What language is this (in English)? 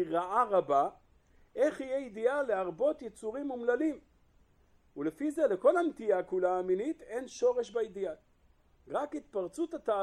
Hebrew